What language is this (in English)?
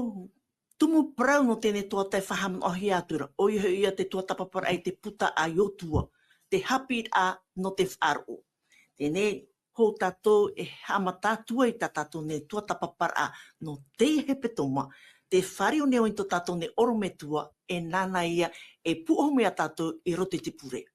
Tahitian